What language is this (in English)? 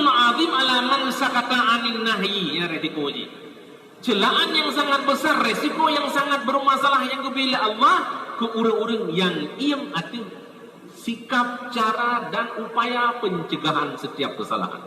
Achinese